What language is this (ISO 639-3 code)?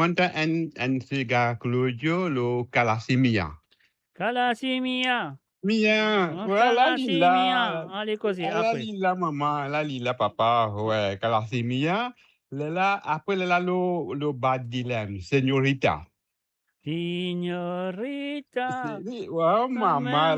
mfe